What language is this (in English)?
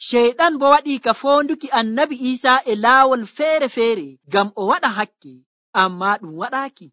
Nigerian Fulfulde